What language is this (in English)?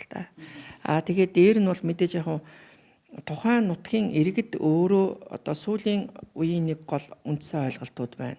Mongolian